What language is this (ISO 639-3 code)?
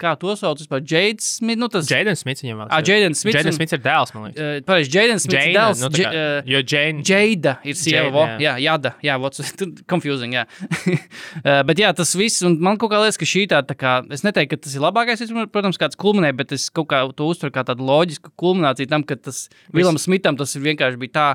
lav